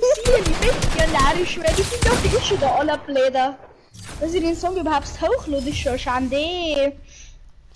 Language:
Bavarian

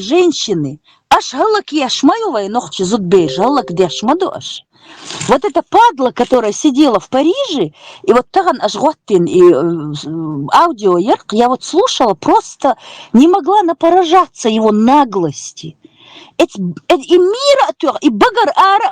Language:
Chechen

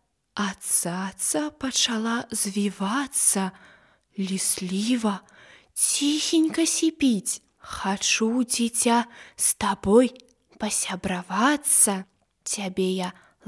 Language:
Belarusian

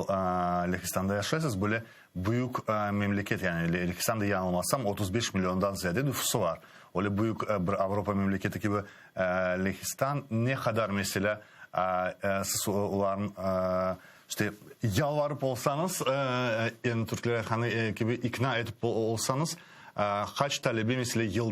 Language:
Crimean Tatar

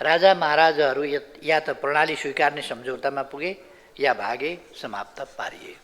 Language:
Nepali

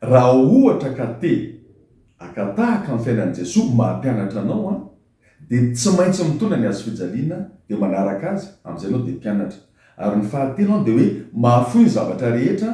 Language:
Malagasy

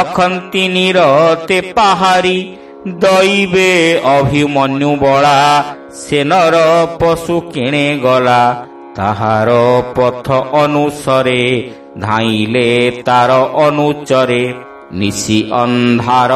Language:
Odia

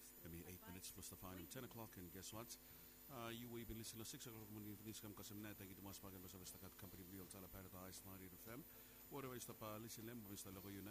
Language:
Bislama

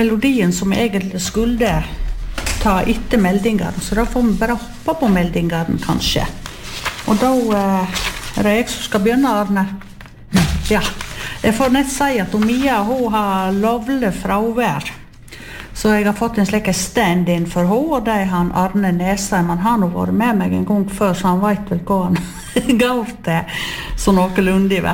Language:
Norwegian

